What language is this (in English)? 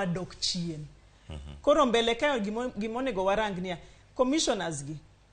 Luo (Kenya and Tanzania)